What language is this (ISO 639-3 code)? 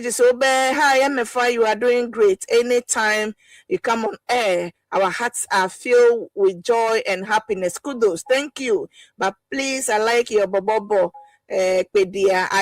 ewe